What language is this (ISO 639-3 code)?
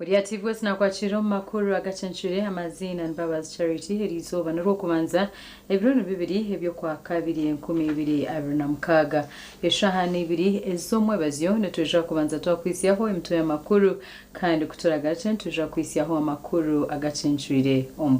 nyn